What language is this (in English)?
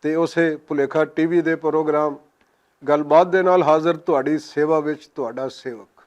Western Panjabi